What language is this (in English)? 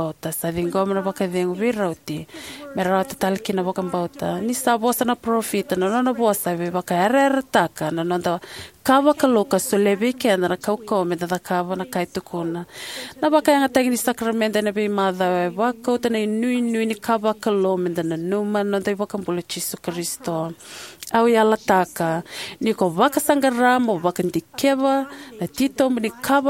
Fijian